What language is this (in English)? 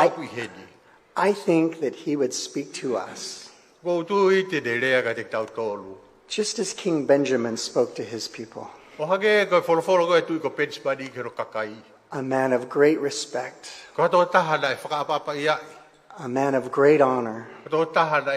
Tongan